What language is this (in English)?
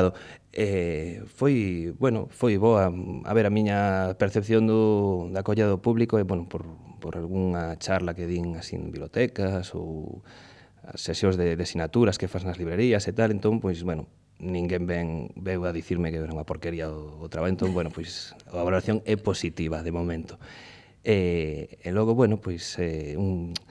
Galician